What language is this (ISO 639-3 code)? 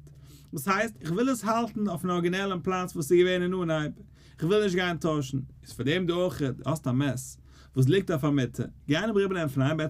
yid